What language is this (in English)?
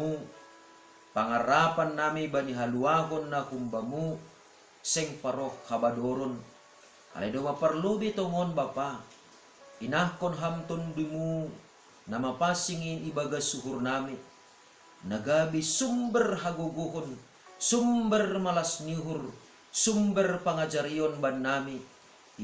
Batak Simalungun